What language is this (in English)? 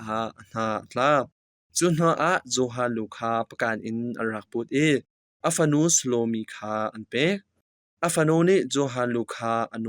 Hakha Chin